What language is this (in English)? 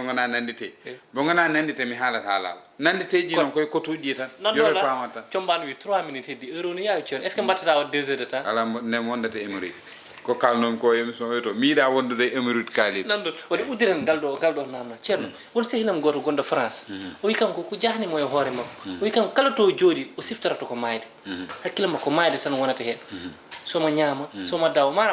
Fula